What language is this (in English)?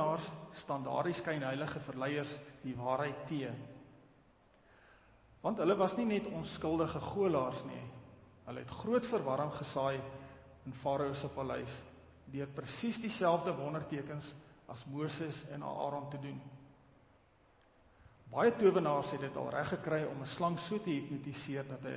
Afrikaans